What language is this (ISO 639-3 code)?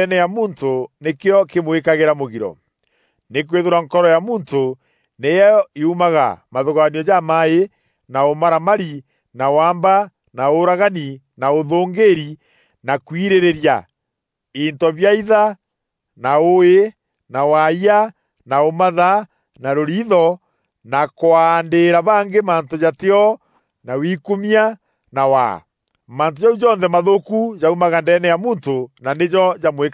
mer